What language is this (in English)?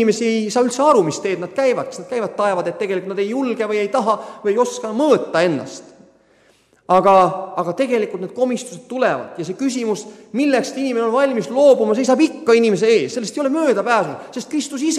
Estonian